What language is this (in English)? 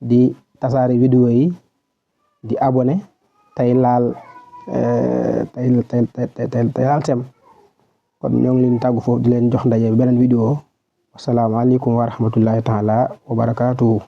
Wolof